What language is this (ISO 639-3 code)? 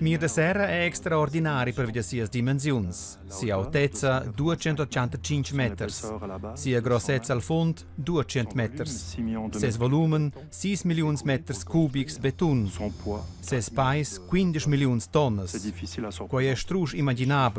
roh